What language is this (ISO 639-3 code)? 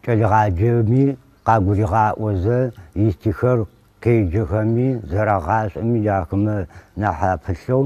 ady